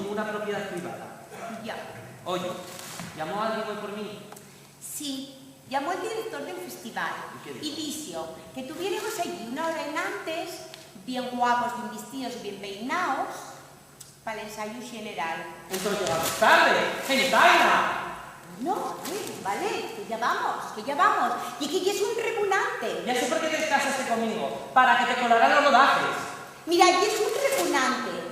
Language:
Asturian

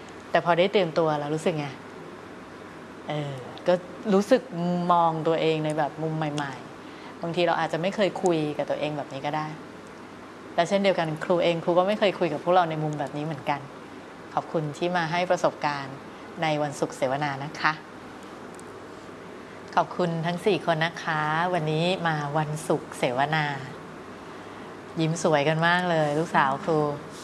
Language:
Thai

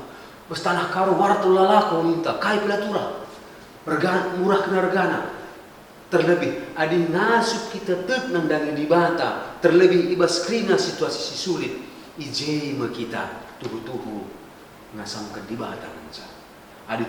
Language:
Batak Karo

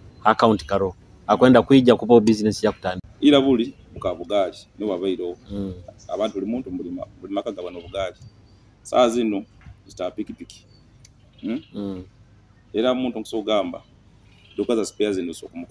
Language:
Nyoro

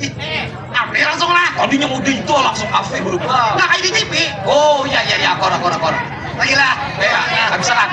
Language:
Banjar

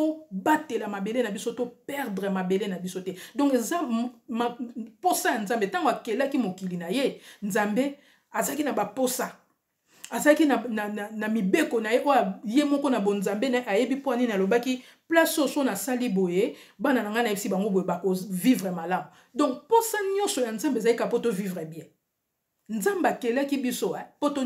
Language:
Lingala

